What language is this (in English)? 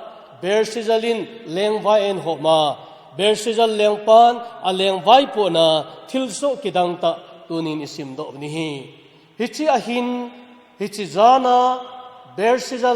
Thado Chin